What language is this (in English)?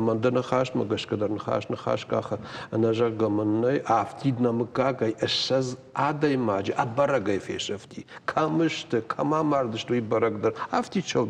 Ossetic